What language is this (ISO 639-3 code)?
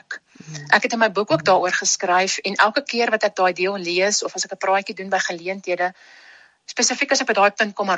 afr